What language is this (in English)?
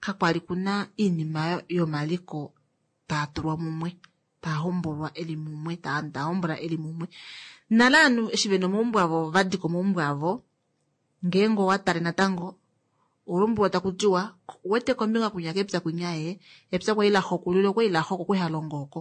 Kuanyama